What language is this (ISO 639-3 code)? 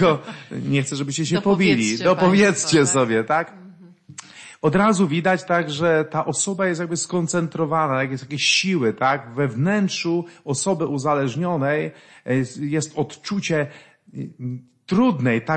pol